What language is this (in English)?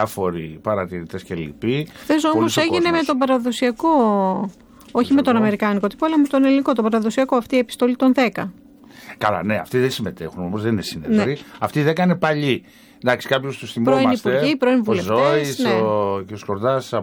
Greek